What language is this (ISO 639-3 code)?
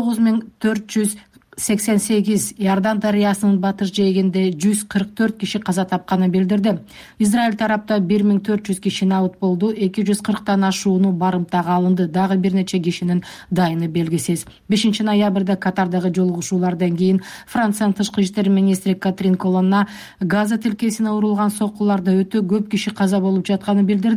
kir